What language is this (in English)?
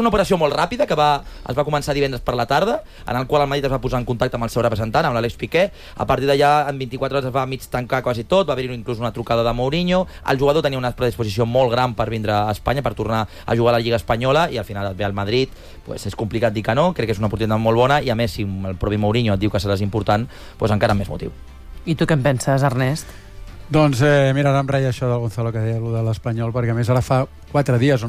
Catalan